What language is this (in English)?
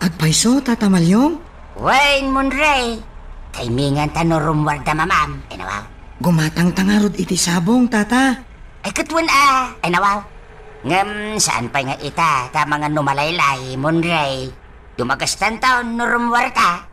Iloko